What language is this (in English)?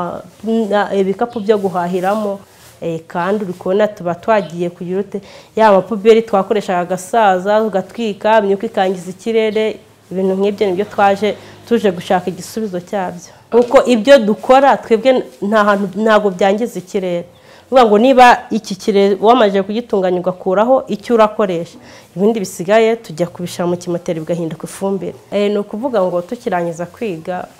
Kinyarwanda